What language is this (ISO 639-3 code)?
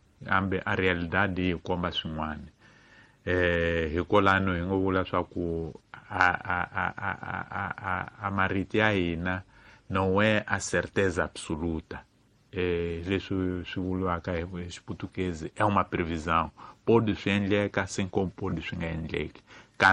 tso